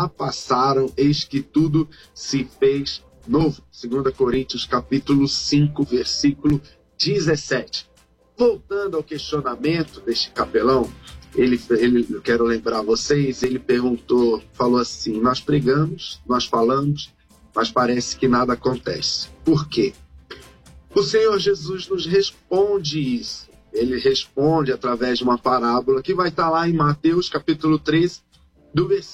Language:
Portuguese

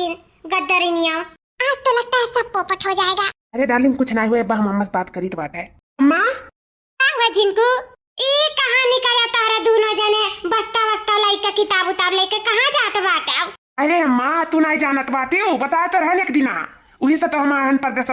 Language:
Awadhi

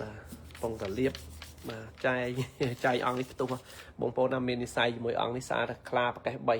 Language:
Khmer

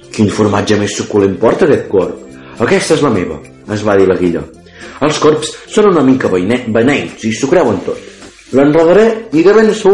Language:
Catalan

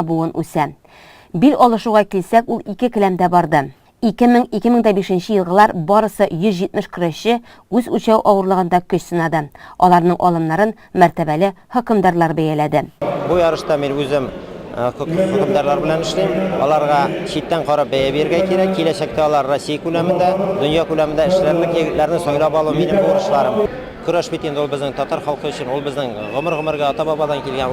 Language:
Tatar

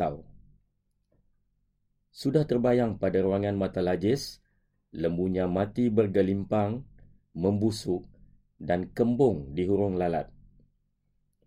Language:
Malay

